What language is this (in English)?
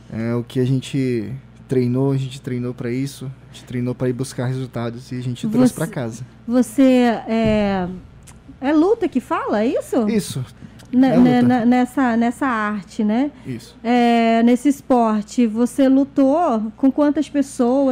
Portuguese